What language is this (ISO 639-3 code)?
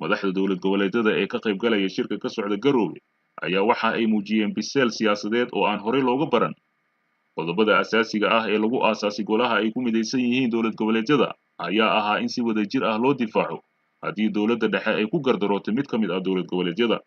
som